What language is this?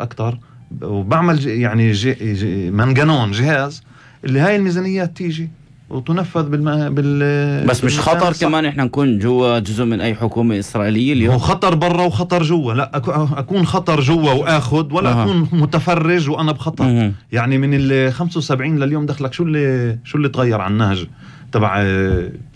North Levantine Arabic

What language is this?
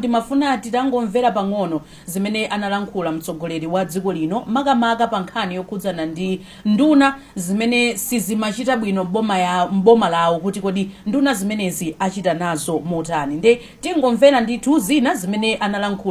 Nyanja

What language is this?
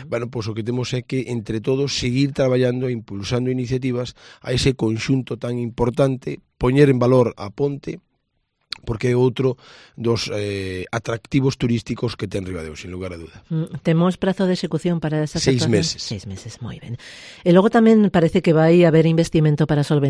Galician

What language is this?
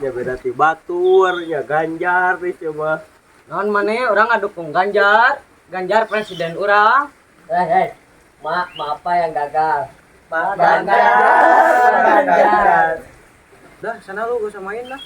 Sundanese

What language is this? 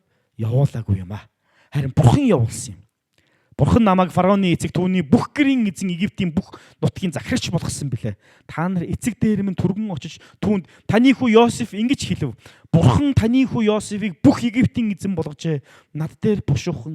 Mongolian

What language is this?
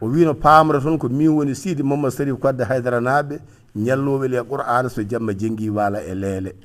Fula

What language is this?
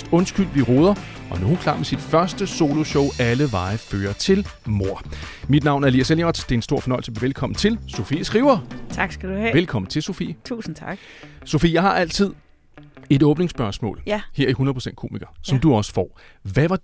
Danish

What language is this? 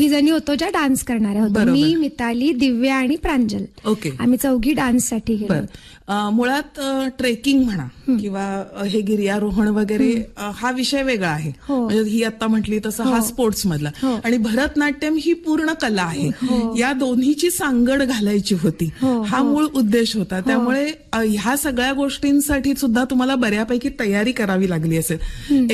Marathi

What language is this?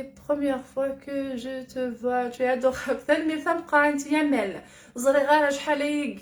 Kabyle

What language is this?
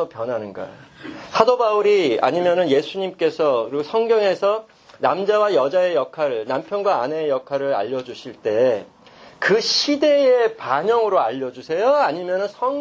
Korean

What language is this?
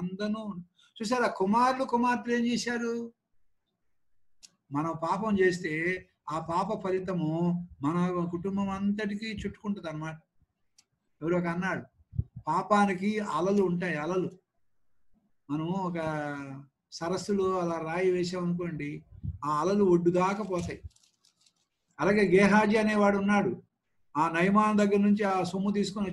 Telugu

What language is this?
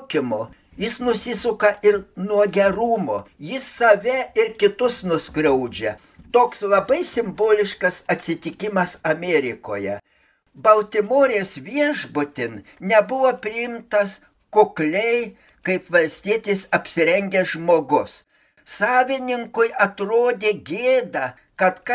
Lithuanian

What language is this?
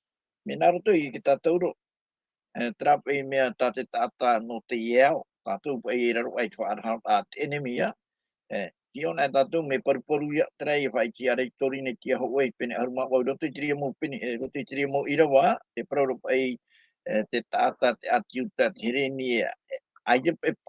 Tahitian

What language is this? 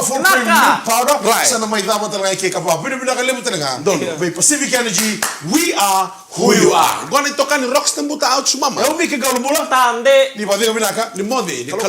Fijian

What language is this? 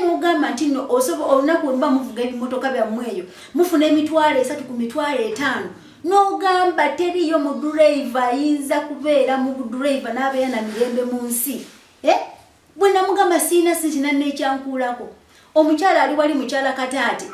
Ganda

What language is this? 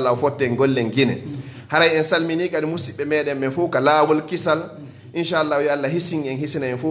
Fula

